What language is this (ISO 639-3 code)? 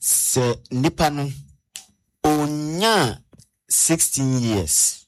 aka